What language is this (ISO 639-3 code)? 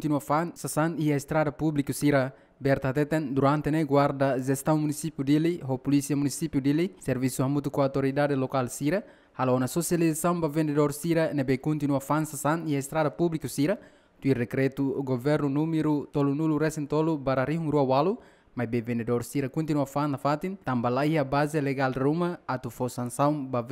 tet